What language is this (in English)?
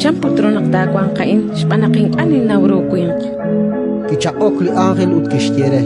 Kekchí